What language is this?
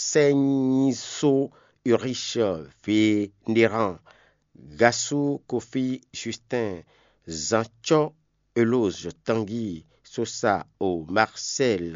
Fon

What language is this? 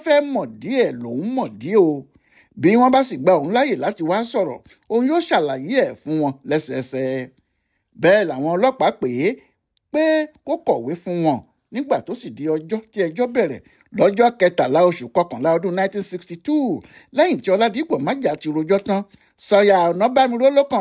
Yoruba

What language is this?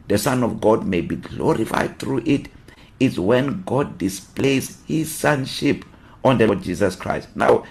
English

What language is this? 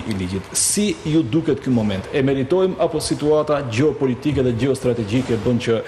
Albanian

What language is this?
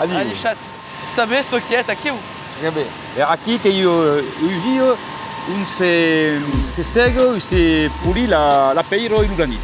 Occitan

